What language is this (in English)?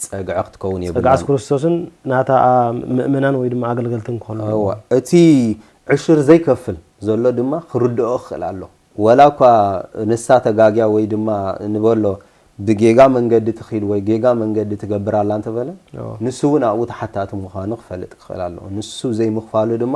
Tigrinya